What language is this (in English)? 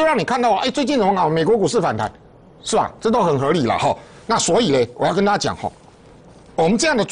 Chinese